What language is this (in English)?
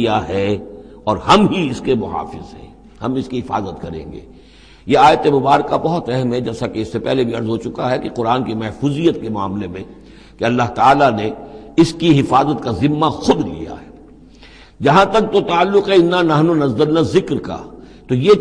Urdu